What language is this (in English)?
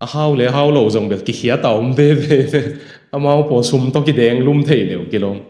Tedim Chin